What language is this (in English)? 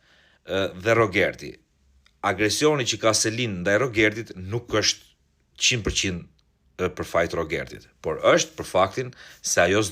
Albanian